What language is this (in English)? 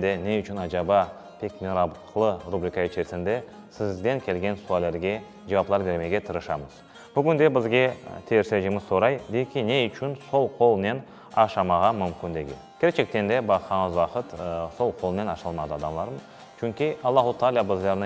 Crimean Tatar